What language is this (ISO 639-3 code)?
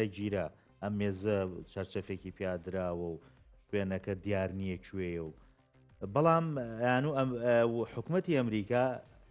ckb